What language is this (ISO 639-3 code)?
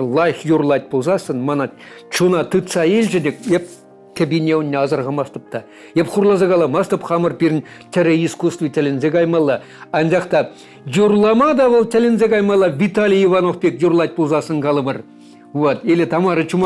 chv